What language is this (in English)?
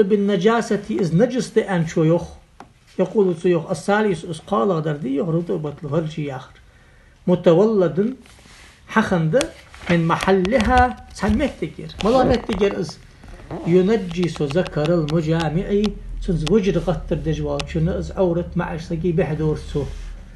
Ingush